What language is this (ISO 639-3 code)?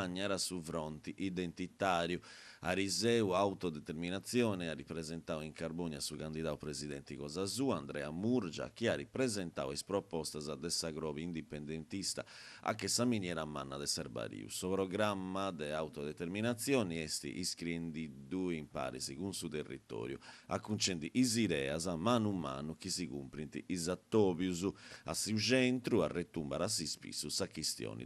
srd